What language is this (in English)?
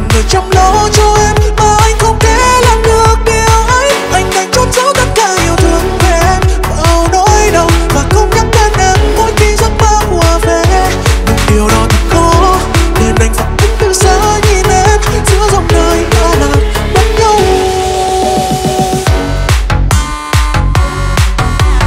Vietnamese